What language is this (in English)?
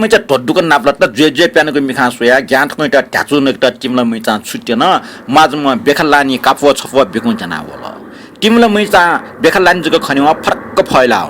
Newari